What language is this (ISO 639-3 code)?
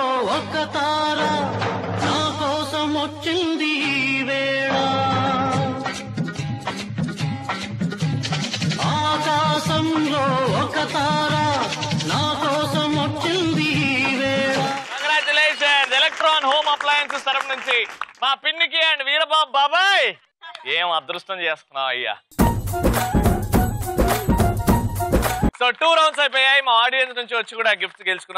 tel